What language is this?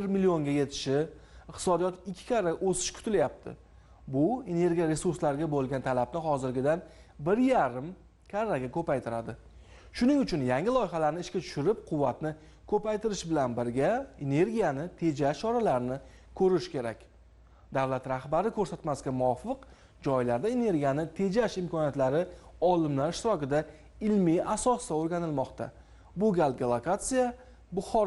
Uzbek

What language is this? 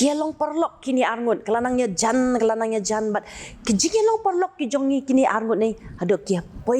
Khasi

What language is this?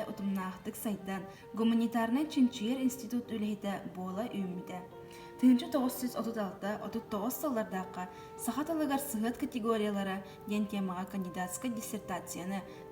Yakut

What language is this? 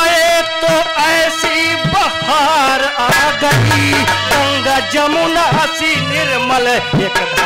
Bhojpuri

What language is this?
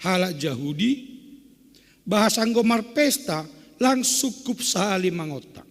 Batak Simalungun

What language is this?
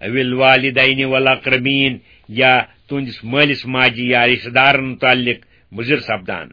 Kashmiri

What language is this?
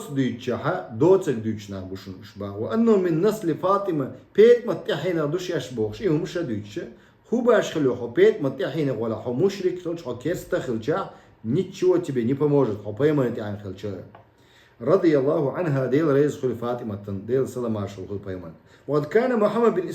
Chechen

